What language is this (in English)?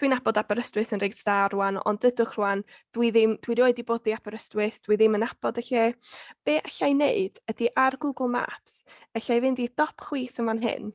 Welsh